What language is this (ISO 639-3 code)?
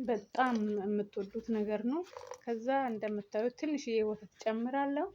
amh